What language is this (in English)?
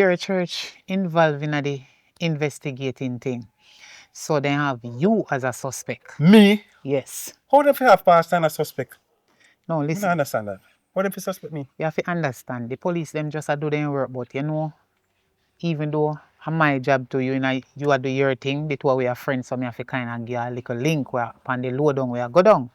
Jamaican Creole English